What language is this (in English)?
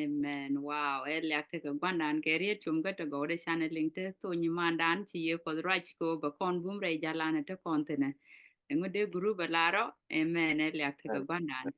Nuer